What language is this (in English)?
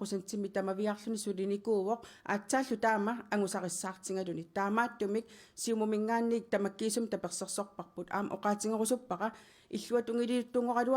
Kalaallisut